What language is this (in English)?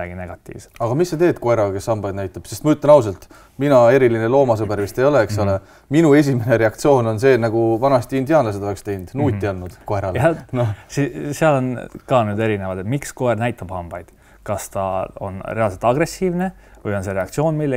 Estonian